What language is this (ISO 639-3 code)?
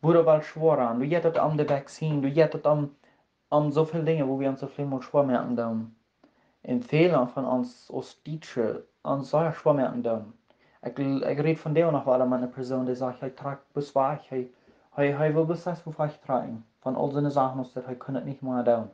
pdt